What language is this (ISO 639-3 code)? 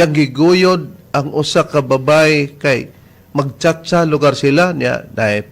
ceb